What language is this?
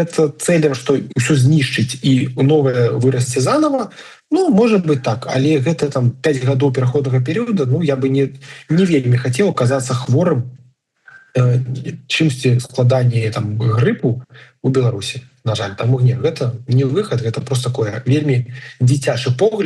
Belarusian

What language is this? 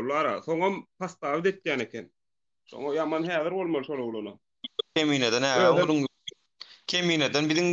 Turkmen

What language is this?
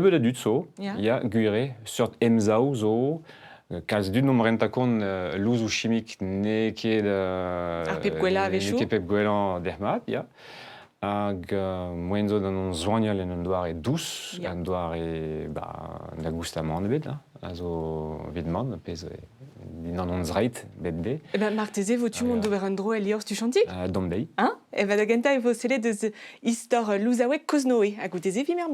Breton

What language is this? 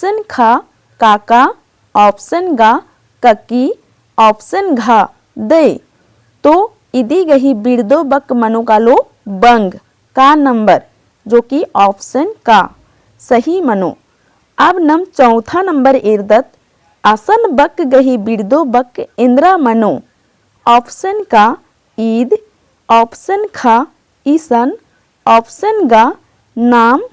Kurukh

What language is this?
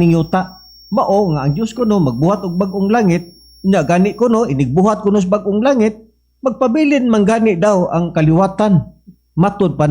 Cebuano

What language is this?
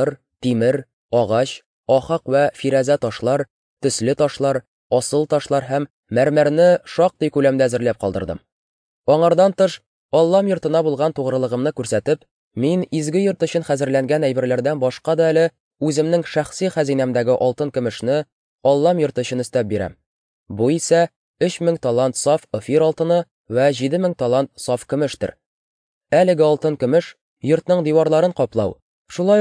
Tatar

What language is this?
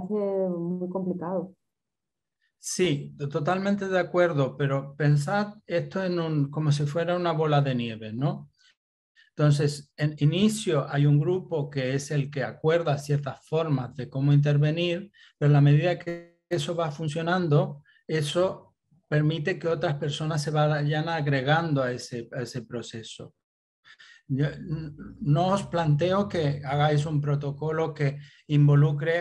Spanish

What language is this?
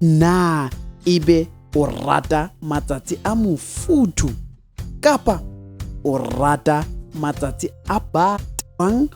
Southern Sotho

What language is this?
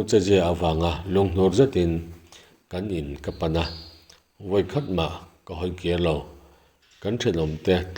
Mizo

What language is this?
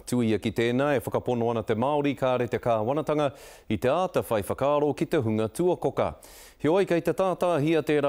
Māori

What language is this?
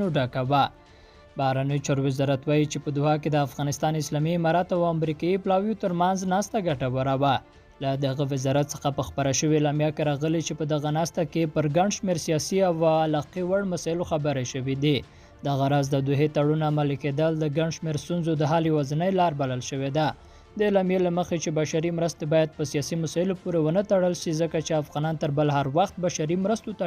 Pashto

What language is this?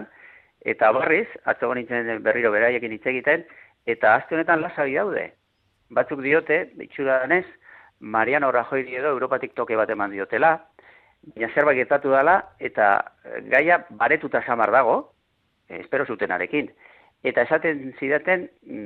Basque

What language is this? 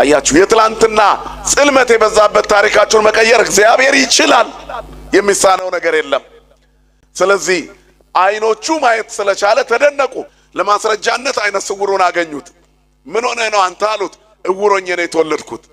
Amharic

